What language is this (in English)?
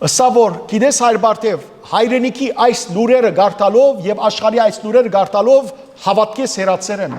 Western Armenian